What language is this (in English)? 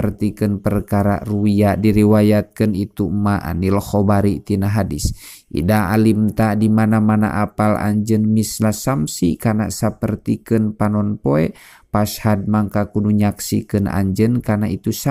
Sundanese